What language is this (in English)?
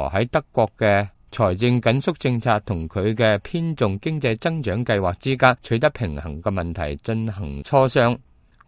Cantonese